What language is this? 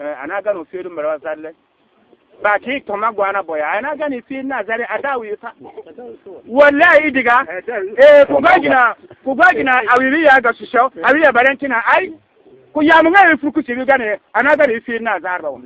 Bissa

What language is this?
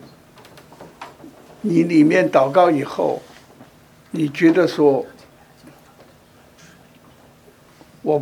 Chinese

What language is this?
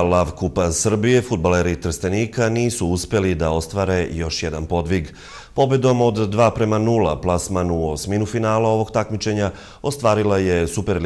Serbian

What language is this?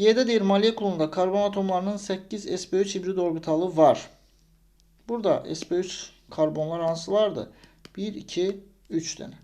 Azerbaijani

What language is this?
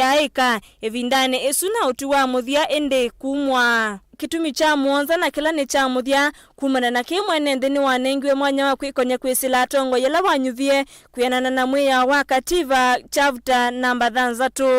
Kamba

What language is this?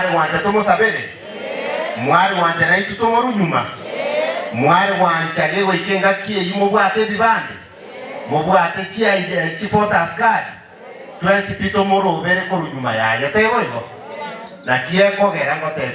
Gusii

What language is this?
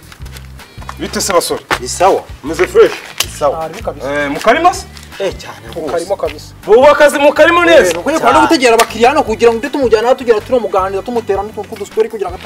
Kinyarwanda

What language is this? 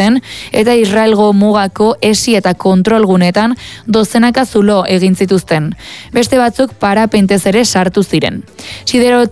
Basque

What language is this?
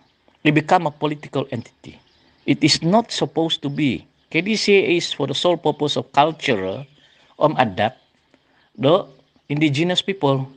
Central Dusun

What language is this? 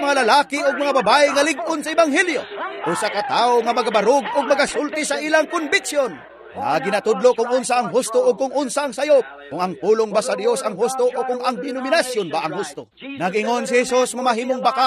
Cebuano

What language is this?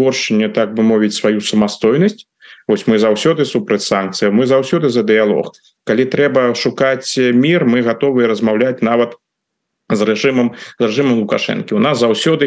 Belarusian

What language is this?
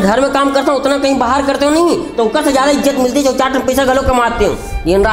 Chhattisgarhi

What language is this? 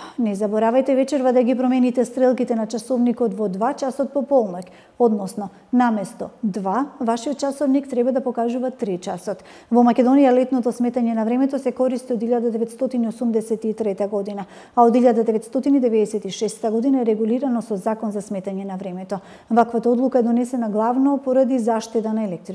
Macedonian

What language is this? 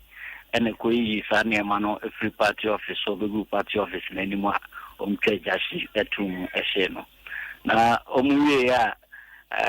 Akan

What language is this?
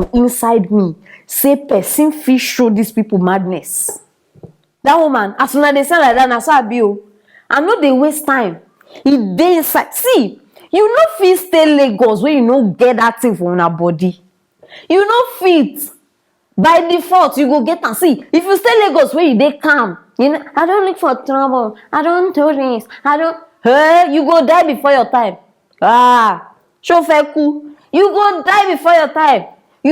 Nigerian Pidgin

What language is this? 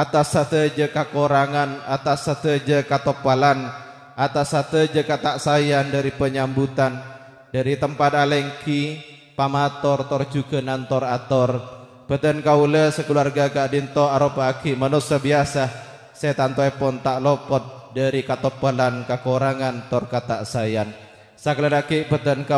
Madurese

